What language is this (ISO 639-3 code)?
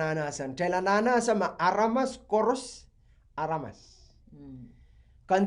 pon